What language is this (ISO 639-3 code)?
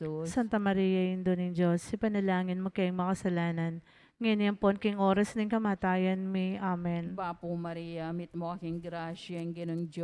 pam